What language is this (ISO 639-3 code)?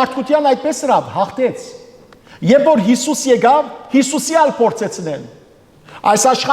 hyw